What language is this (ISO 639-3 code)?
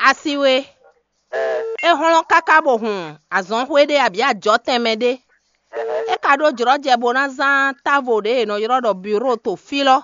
fon